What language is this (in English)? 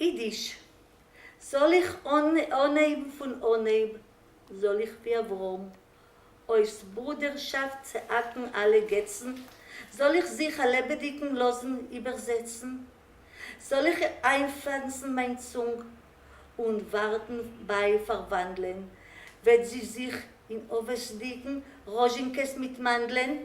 Yiddish